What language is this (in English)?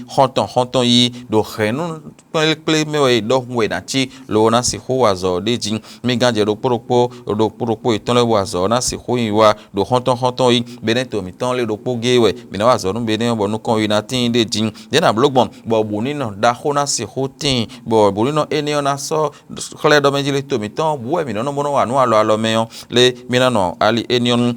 Fon